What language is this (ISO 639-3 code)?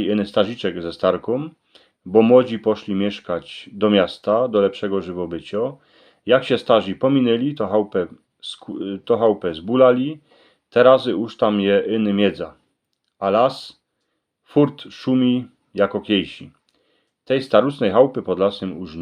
szl